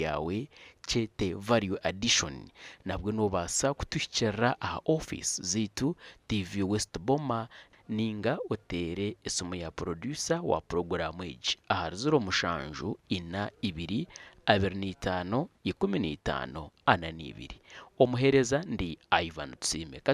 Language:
Nyankole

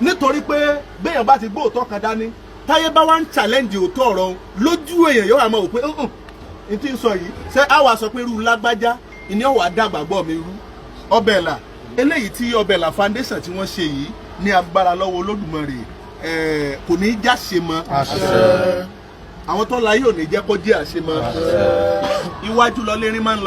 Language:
Yoruba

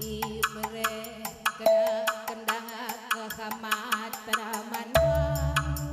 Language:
Batak Karo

